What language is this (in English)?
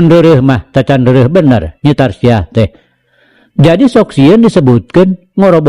Sundanese